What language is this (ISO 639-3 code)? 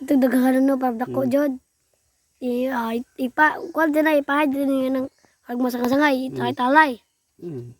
ceb